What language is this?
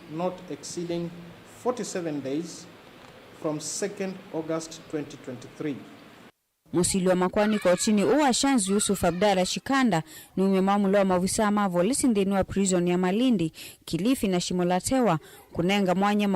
Kamba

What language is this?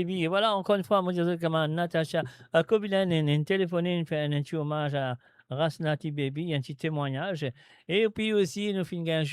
Morisyen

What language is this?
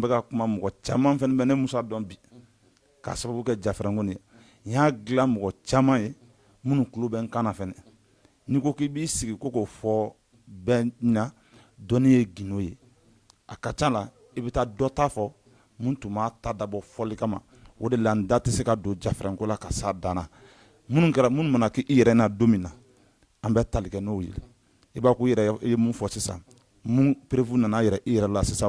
Bambara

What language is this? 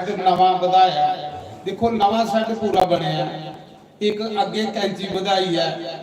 Dogri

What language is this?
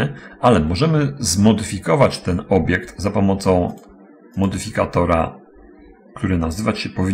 Polish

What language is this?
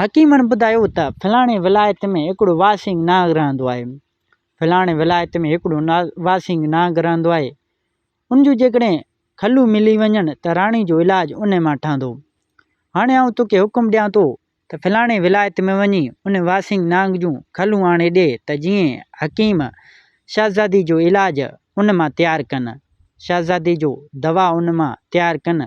Sindhi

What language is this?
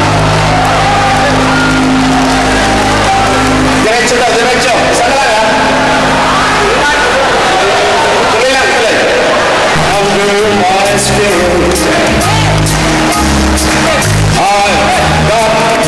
Filipino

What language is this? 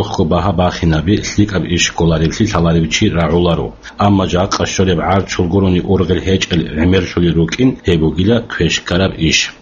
Avaric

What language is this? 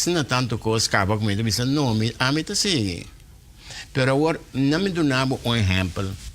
Papiamento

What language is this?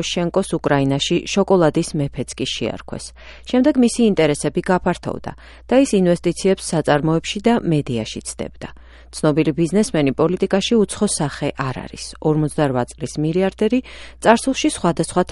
Georgian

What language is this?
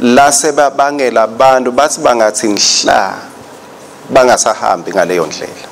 Swati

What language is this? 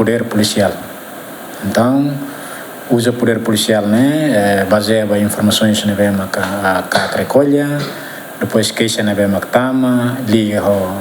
Tetum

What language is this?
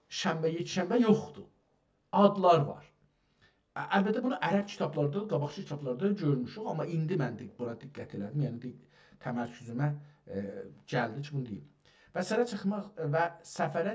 South Azerbaijani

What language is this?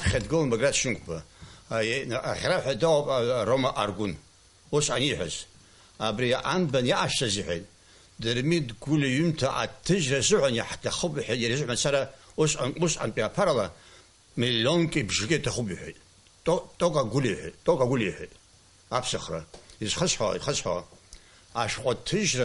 Abkhazian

